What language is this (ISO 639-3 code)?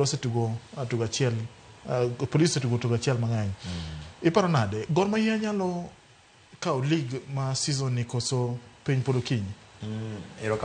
luo